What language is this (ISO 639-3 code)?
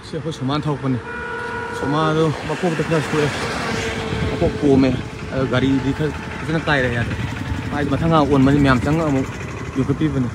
mni